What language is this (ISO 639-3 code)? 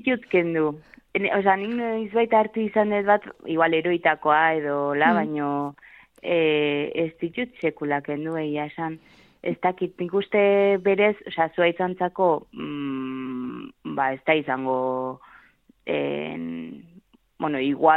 eus